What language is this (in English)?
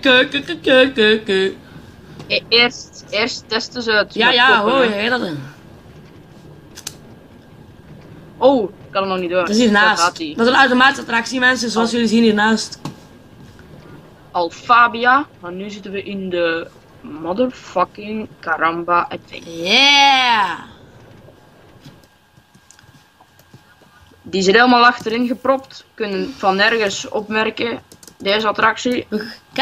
Dutch